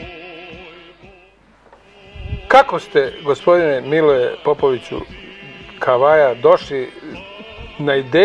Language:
Serbian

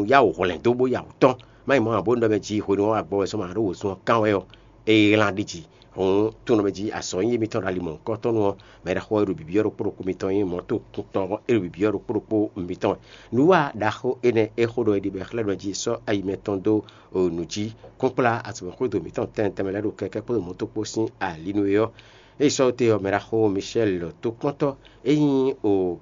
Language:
Fon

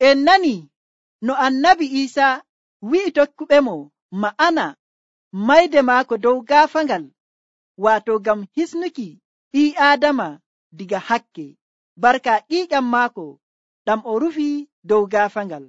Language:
Nigerian Fulfulde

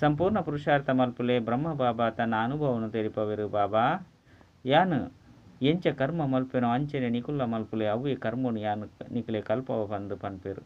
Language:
Tulu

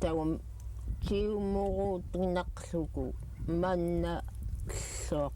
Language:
Central Yupik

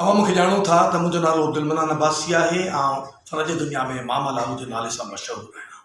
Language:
Sindhi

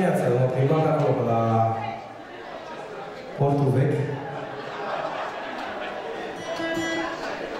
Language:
Romanian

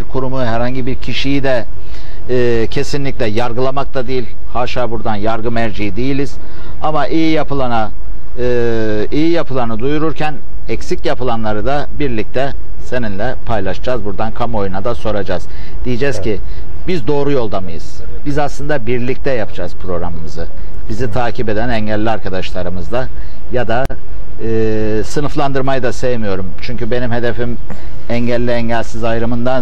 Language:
Turkish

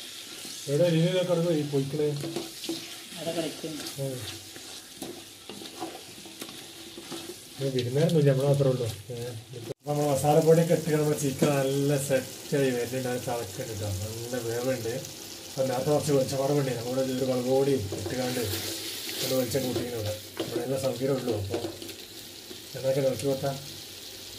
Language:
Malayalam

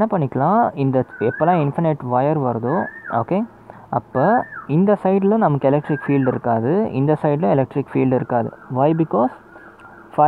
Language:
Tamil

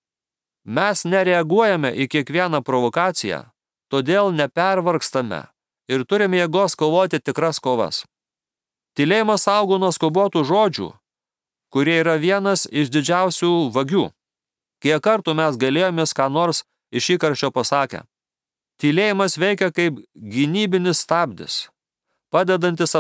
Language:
Lithuanian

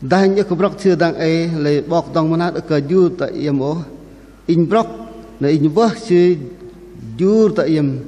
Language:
Bahnar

